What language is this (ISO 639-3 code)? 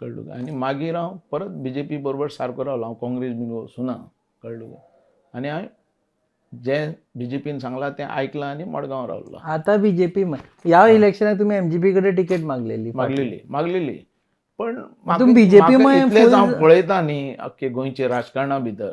kok